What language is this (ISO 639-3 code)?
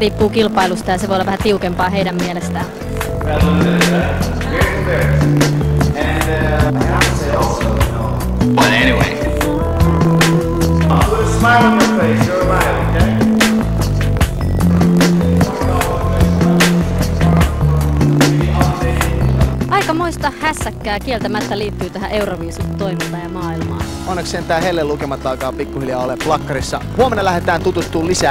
fin